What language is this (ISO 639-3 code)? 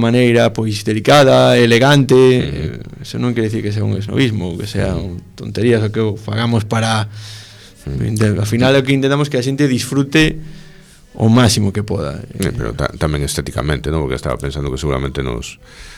glg